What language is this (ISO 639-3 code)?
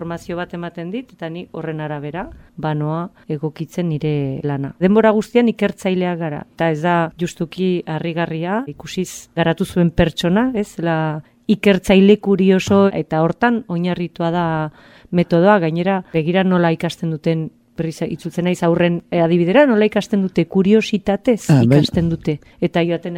eus